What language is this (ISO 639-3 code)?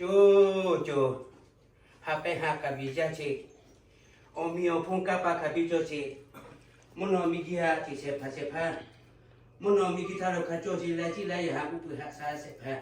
lhu